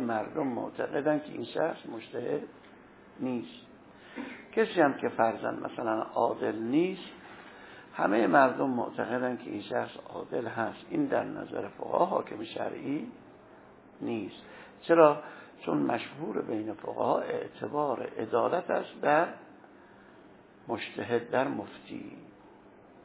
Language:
Persian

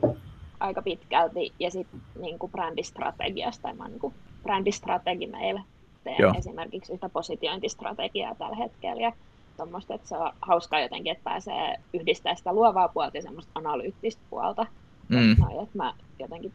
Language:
Finnish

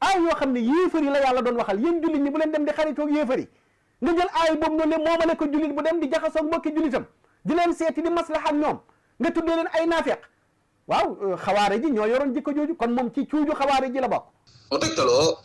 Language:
Wolof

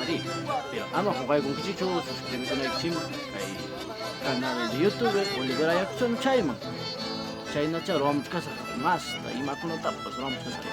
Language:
Ayacucho Quechua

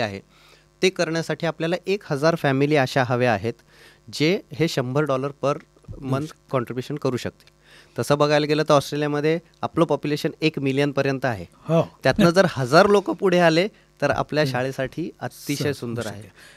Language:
Marathi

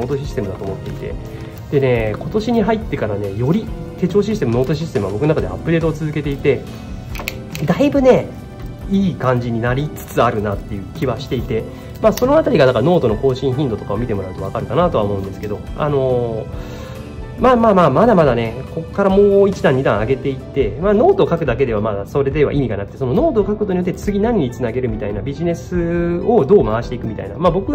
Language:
Japanese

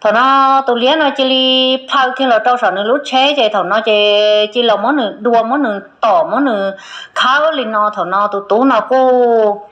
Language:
Hmong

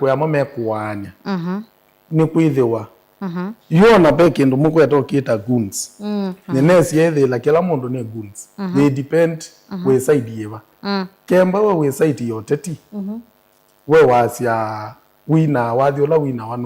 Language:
Kamba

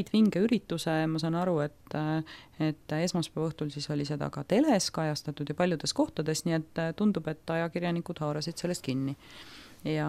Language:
Estonian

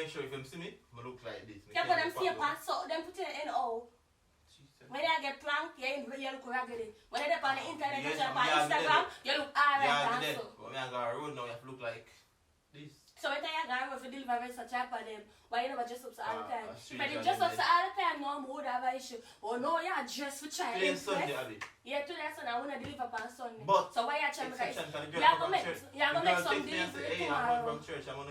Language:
Jamaican Creole English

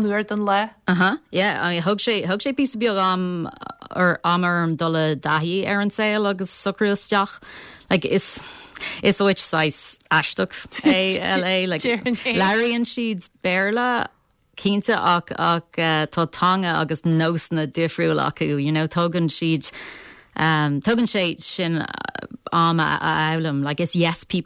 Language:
Irish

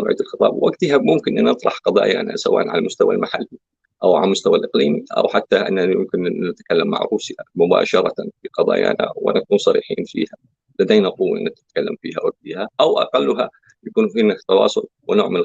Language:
North Levantine Arabic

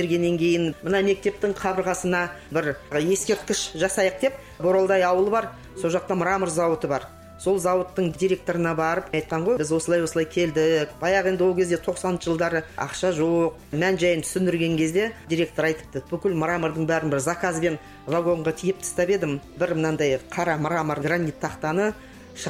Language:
Kazakh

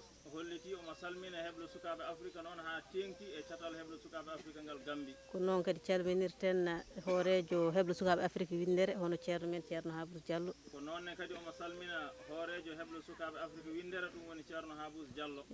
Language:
Fula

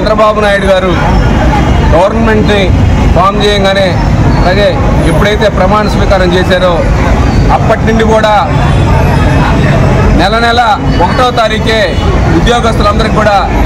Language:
Telugu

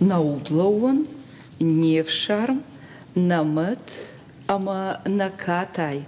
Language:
Ossetic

